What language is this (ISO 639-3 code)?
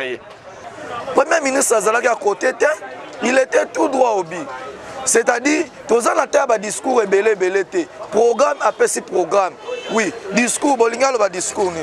lin